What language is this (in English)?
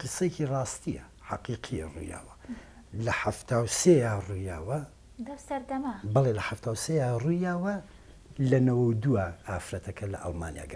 Central Kurdish